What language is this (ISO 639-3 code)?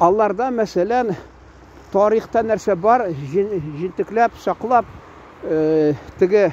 tat